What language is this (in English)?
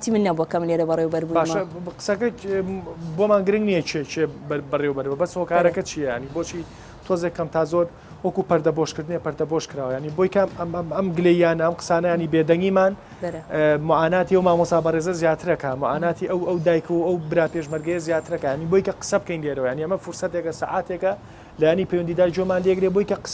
Central Kurdish